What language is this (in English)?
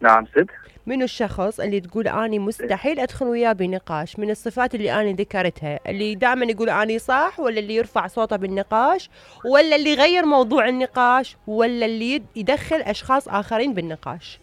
Mesopotamian Arabic